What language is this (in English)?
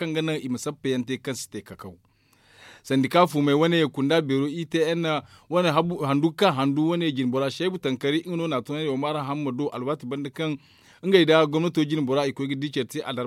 Zarma